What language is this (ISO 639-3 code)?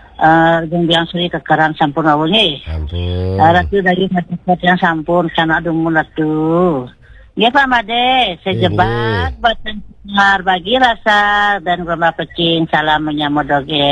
ban